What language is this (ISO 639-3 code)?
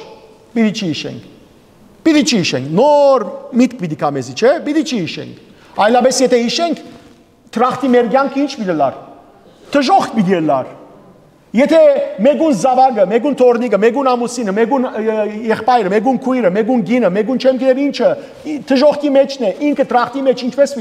hyw